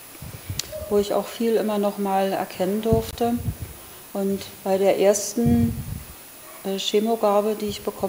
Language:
German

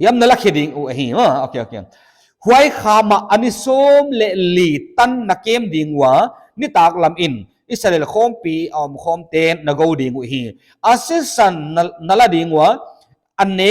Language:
Paite Chin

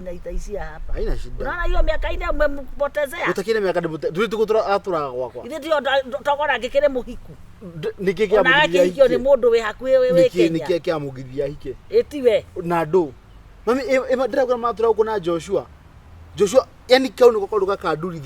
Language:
Kikuyu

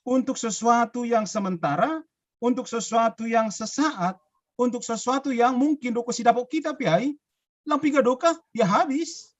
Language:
Batak Simalungun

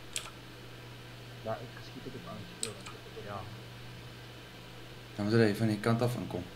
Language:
Afrikaans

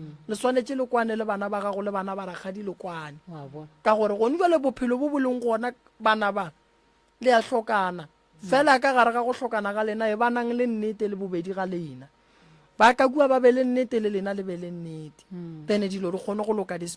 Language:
Northern Sotho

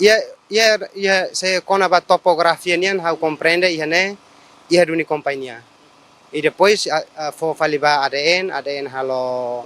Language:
Tetum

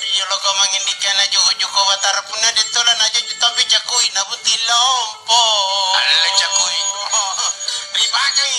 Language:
Makasar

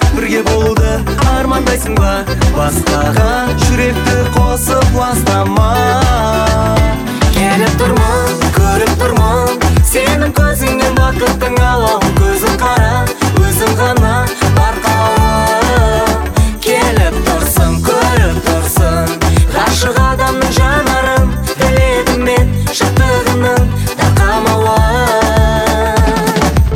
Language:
Kazakh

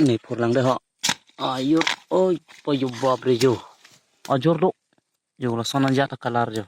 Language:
Karbi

